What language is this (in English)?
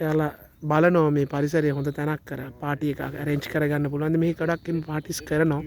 Sinhala